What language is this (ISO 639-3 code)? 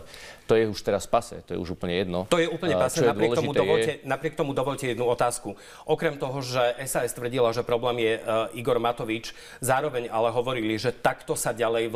slk